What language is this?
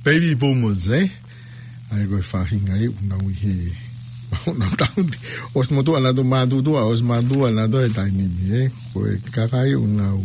Tongan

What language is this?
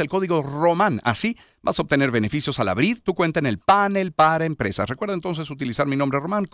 Spanish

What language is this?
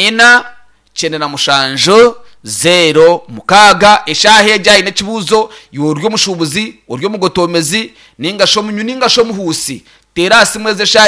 Nyankole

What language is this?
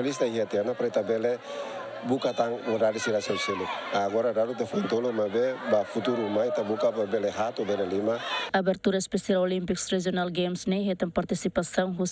Tetum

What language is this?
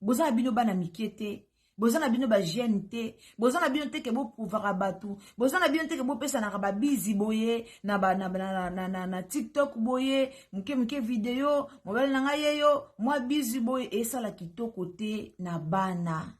Lingala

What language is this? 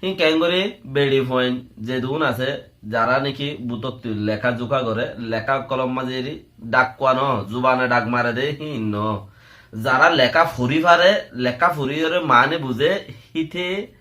Rohingya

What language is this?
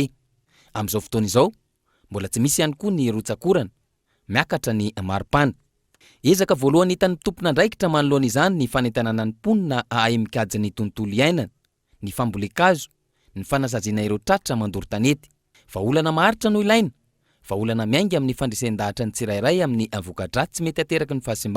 Malagasy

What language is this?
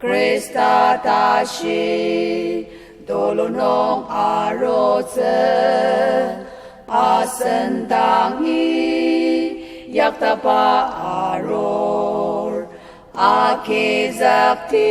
Ao Naga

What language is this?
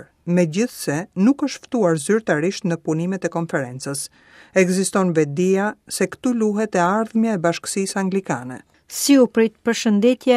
Albanian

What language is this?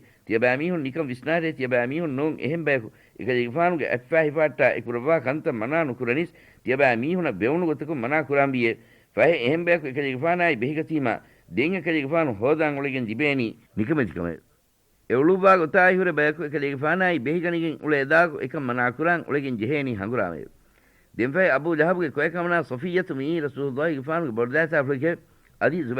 Divehi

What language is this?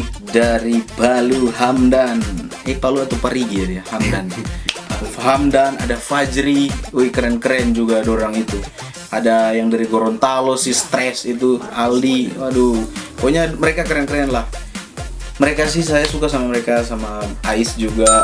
Manado Malay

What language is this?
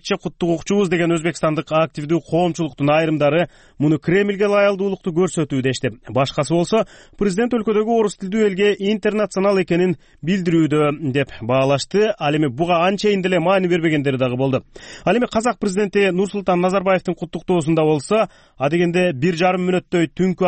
Kyrgyz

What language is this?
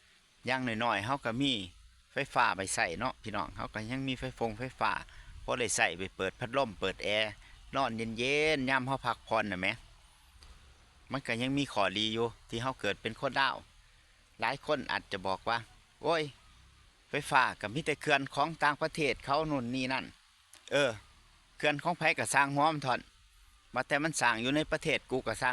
Lao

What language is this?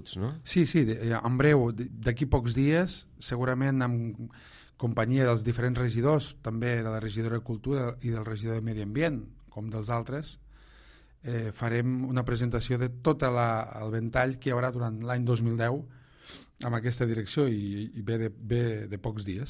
Catalan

